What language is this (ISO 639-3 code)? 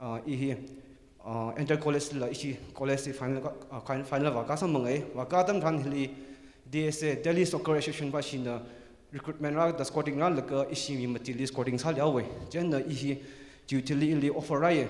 nmf